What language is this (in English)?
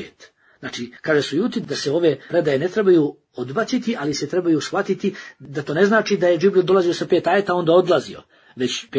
Bosnian